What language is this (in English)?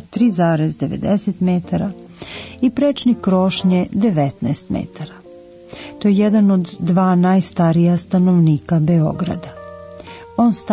Serbian